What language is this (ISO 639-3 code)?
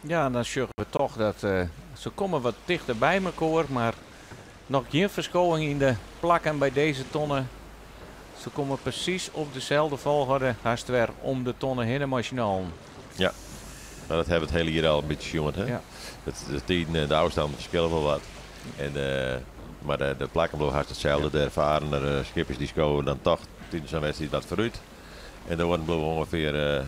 fry